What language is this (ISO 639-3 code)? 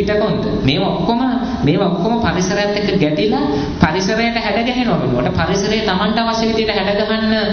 sin